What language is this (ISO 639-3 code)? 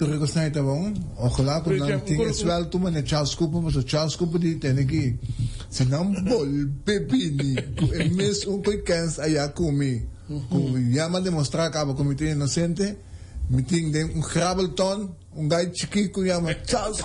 pap